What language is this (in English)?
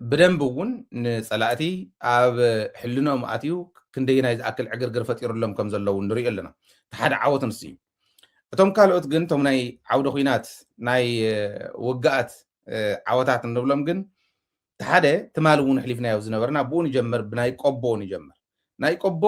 Tigrinya